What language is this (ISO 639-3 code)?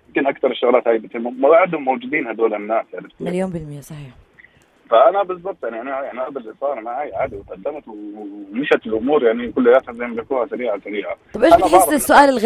apc